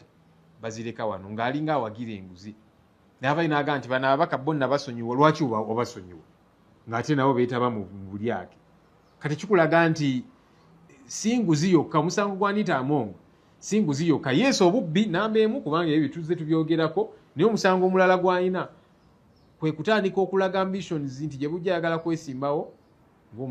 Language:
Ganda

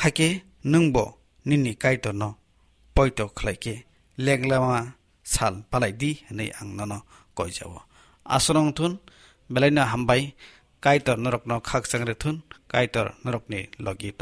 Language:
Kok Borok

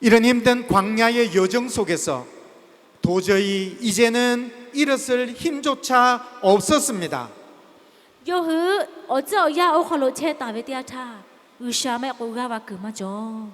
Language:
Lahu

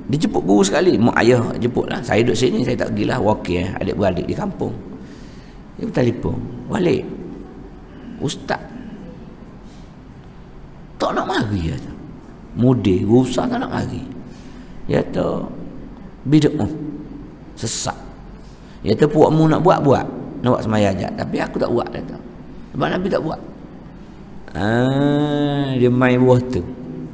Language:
Malay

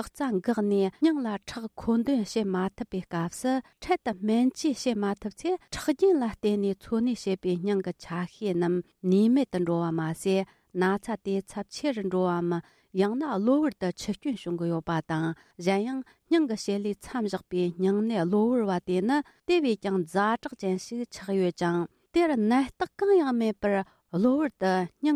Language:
Tibetan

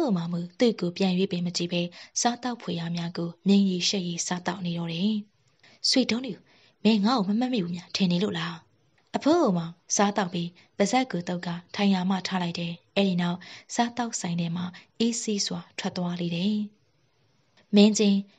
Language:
Burmese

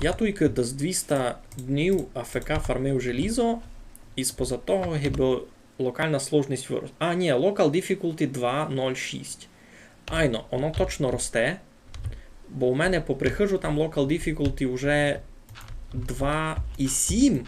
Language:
Rusyn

